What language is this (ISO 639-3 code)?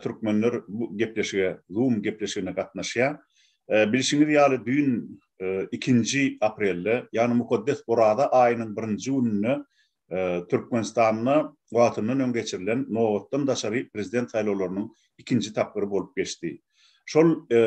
tuk